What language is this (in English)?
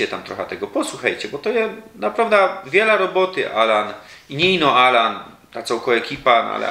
Silesian